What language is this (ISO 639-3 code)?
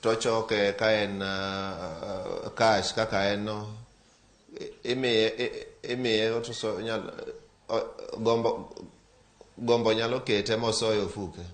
luo